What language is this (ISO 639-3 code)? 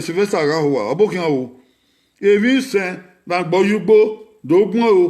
bin